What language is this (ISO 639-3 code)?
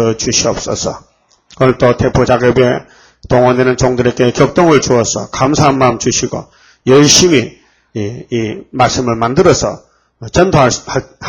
kor